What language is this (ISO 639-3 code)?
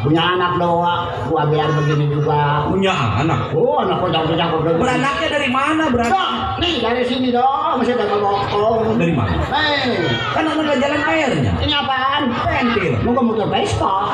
bew